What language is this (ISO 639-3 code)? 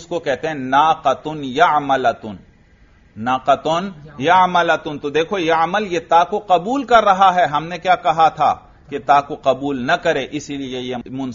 urd